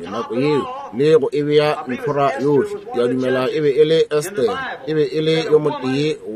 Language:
Northern Sotho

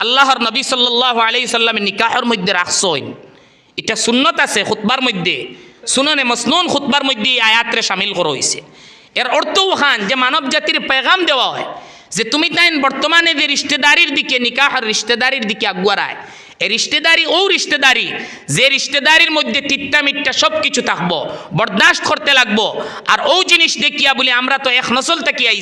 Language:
Sylheti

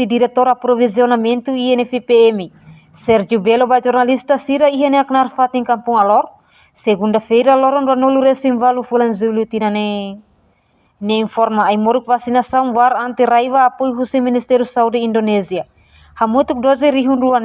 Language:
Tetum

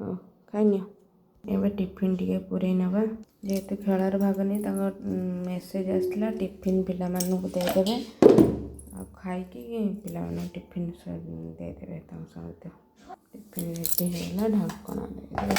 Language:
Odia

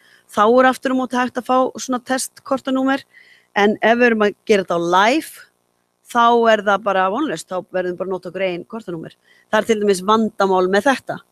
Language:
Icelandic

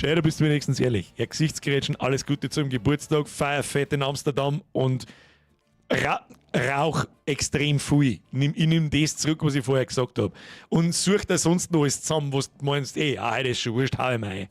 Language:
Bavarian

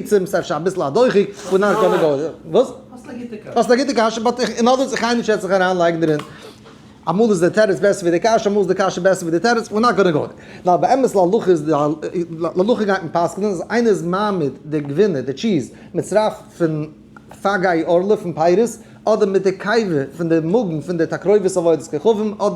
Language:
Yiddish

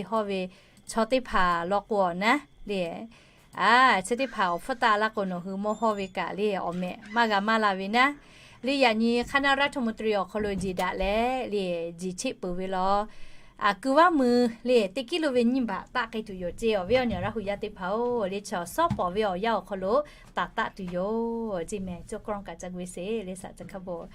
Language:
Lahu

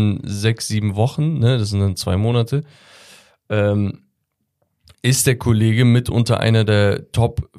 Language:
German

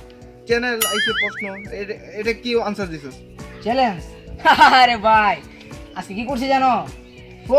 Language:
Sylheti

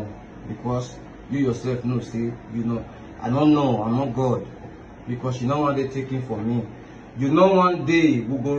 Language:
Nigerian Pidgin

